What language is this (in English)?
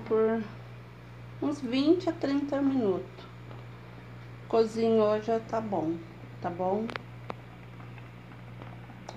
Portuguese